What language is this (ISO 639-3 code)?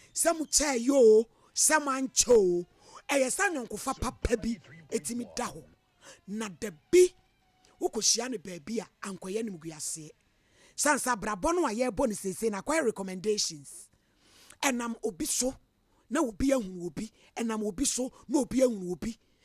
aka